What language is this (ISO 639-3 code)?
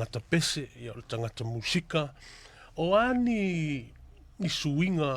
smo